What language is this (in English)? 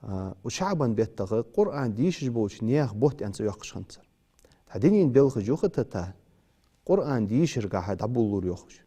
Ingush